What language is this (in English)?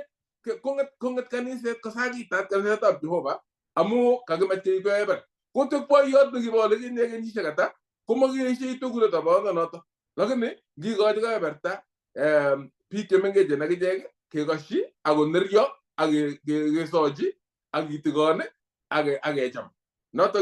Kalenjin